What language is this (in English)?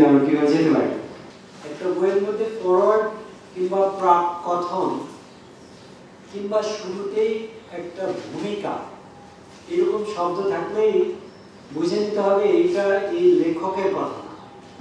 Bangla